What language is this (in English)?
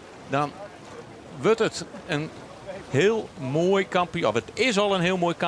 Western Frisian